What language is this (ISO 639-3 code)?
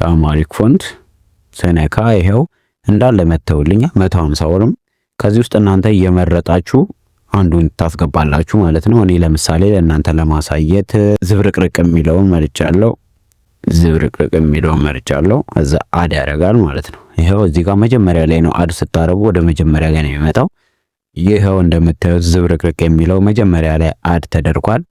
amh